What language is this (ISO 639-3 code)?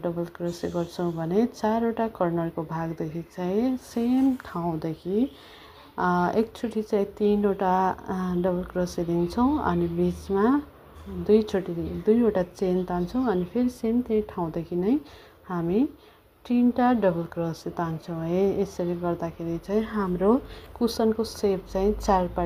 nep